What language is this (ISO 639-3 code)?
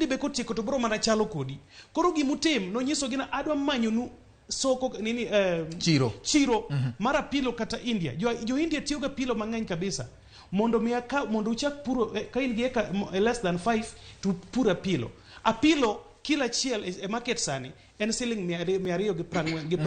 luo